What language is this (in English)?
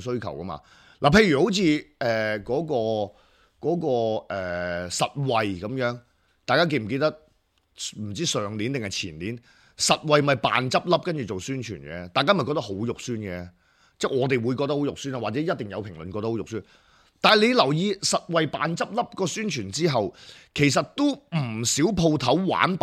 Cantonese